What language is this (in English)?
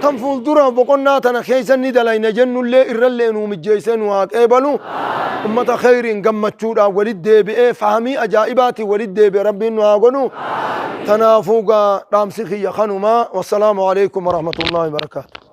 Oromo